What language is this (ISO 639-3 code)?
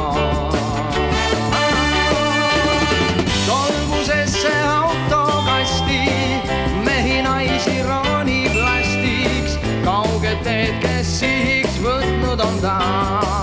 est